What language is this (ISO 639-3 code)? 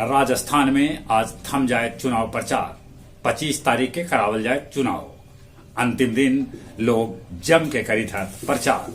mag